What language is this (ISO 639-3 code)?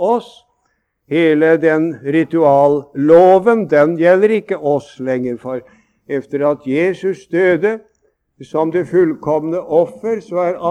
nor